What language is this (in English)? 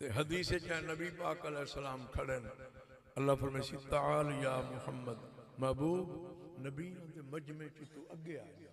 Saraiki